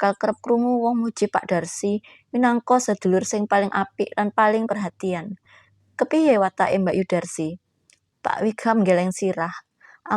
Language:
Javanese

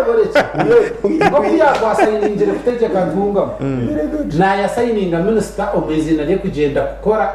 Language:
Nyankole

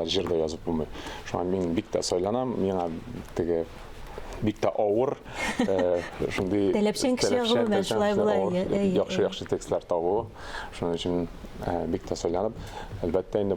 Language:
Tatar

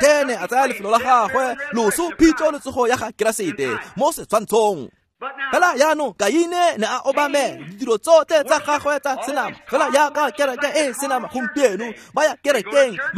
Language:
Tswana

